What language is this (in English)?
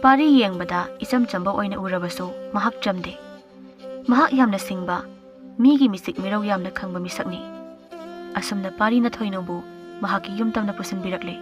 Manipuri